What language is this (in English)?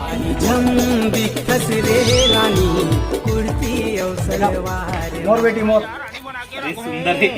Chhattisgarhi